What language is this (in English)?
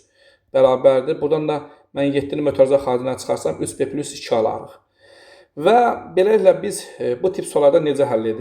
Azerbaijani